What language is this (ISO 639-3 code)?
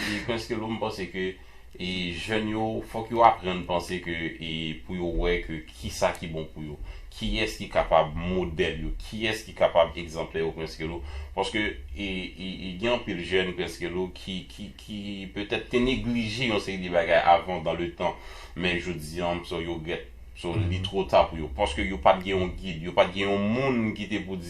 hat